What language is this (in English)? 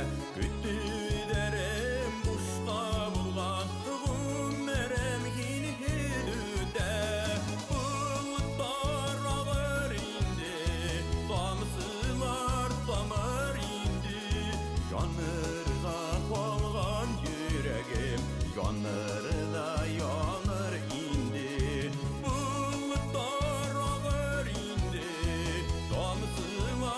Bashkir